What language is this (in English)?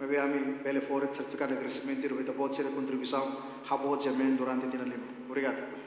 Tetum